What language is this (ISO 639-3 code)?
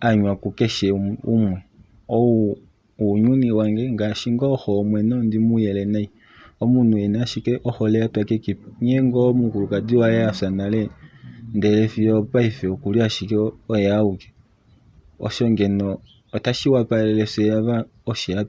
kua